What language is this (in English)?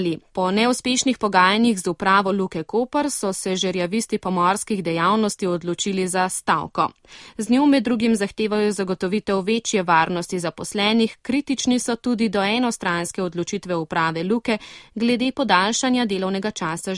Slovenian